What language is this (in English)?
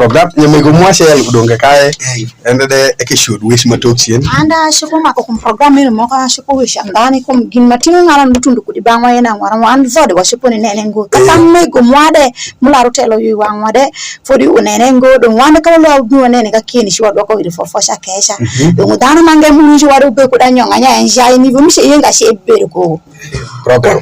Alur